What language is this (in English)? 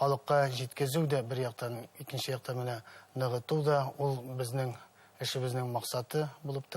Bashkir